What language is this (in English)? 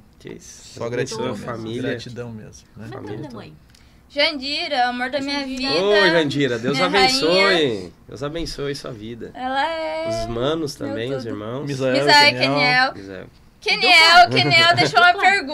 Portuguese